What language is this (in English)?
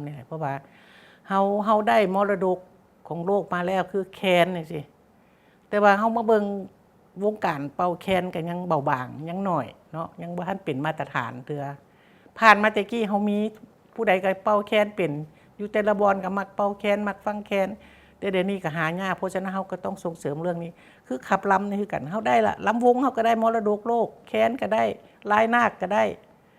Lao